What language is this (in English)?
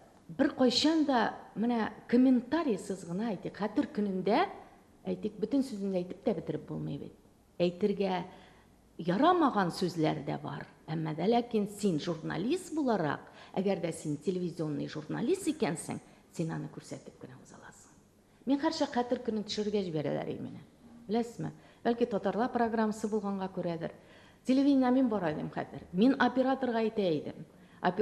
Tatar